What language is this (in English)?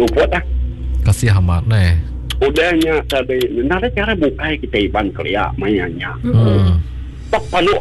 Iban